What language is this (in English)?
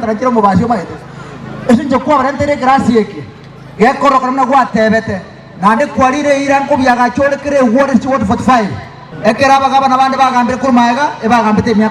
Gusii